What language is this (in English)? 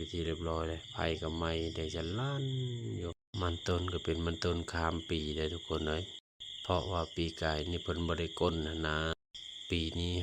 Lao